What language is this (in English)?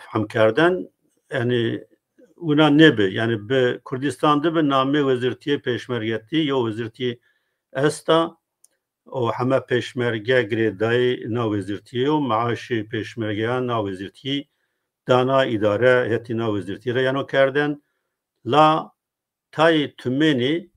Zaza